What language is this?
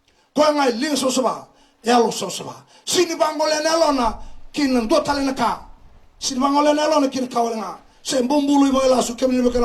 Fijian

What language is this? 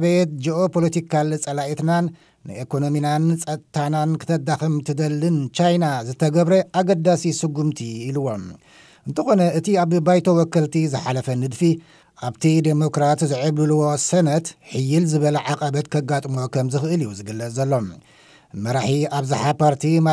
Tigrinya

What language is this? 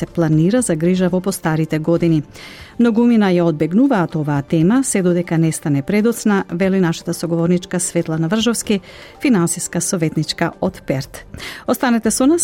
Macedonian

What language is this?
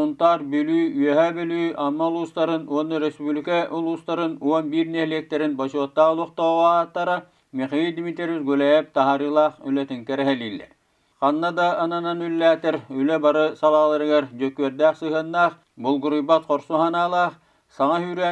Yakut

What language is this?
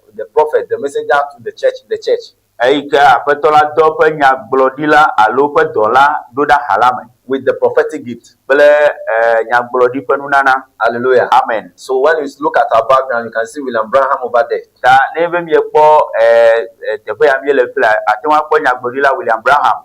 Ewe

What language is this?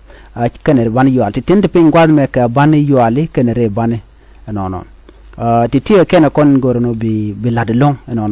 Nuer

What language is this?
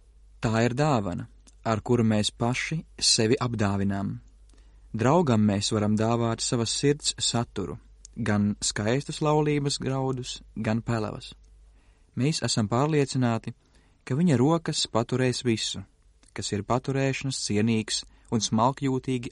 Latvian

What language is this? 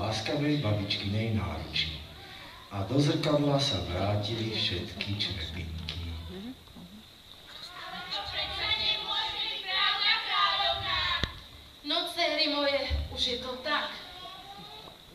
Slovak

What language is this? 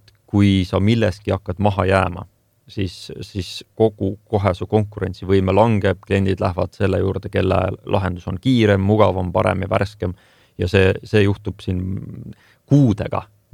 Estonian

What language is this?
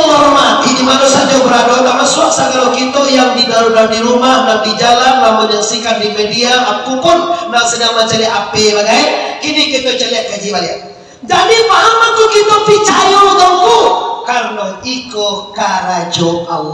Minangkabau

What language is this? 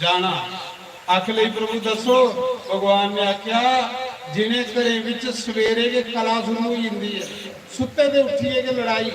Dogri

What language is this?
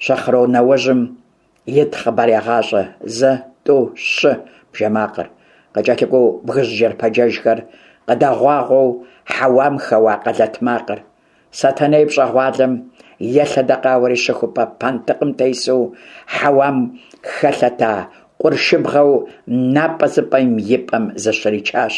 Kabardian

